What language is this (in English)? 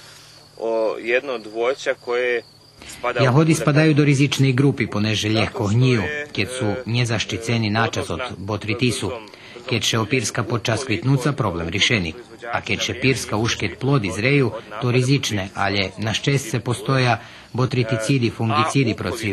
Rusyn